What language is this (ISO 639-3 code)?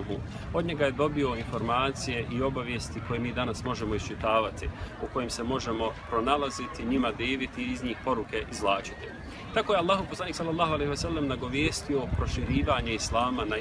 bos